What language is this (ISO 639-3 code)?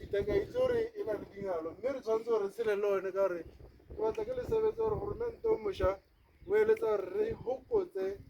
tsn